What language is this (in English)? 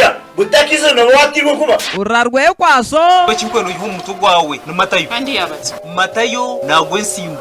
Nyankole